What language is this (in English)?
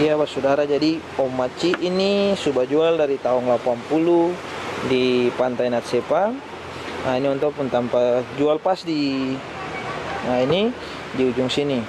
Ambonese Malay